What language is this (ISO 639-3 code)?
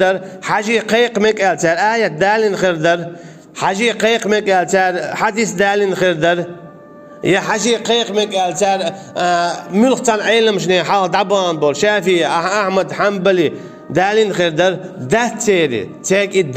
che